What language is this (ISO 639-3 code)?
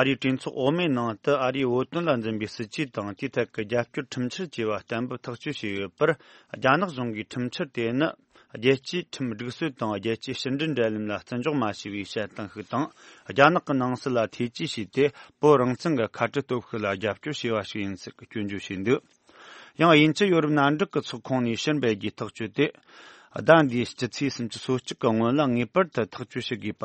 bod